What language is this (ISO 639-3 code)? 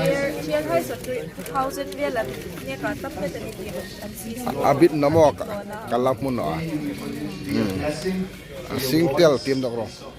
hmr